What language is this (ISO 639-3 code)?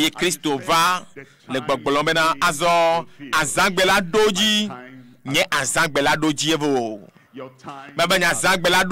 ewe